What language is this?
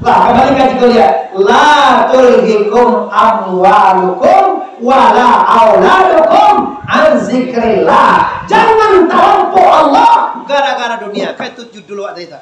Minangkabau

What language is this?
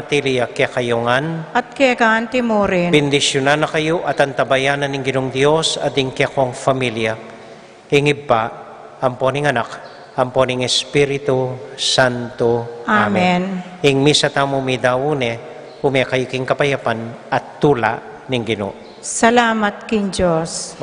Pampanga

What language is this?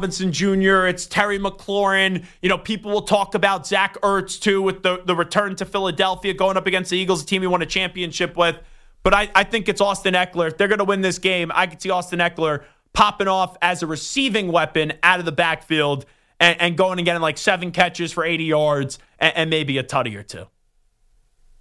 English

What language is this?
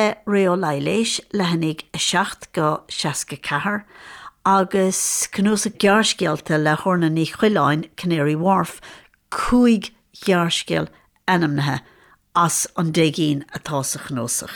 Irish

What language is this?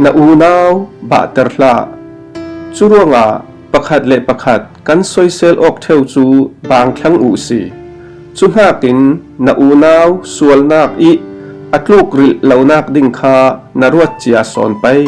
Falam Chin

